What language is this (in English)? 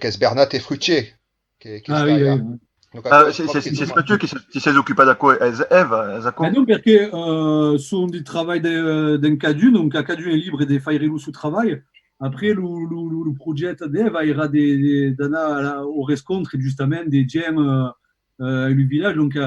Occitan